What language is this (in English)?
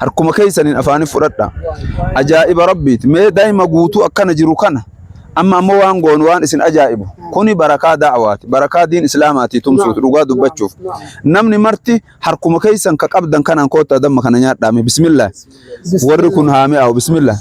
Oromo